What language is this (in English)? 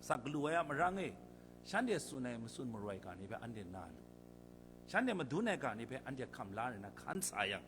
Kachin